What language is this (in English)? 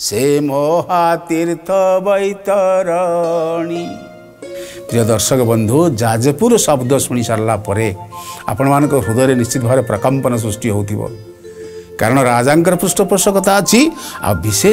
Odia